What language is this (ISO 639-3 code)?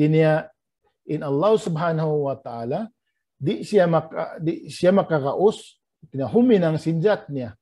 tsg